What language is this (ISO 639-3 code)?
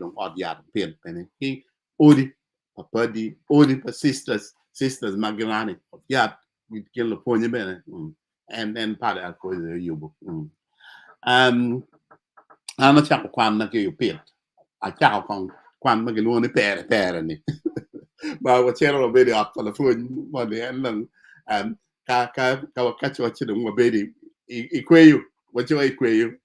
ach